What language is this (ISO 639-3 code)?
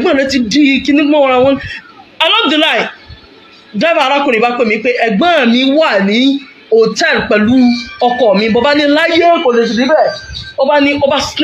yor